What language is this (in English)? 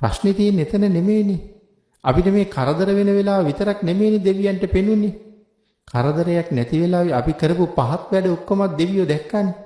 Sinhala